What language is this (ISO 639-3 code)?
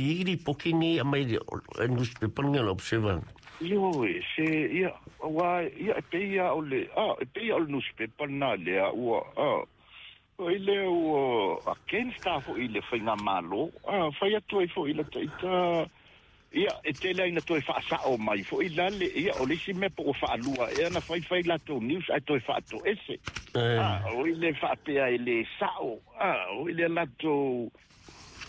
smo